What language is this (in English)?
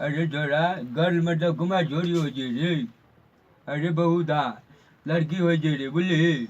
Maithili